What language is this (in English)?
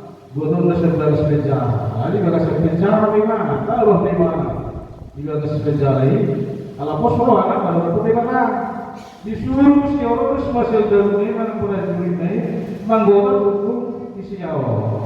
Batak Toba